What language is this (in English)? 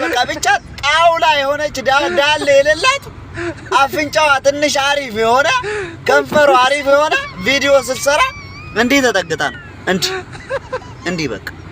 Amharic